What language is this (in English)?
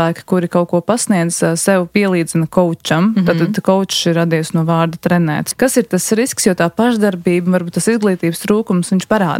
Latvian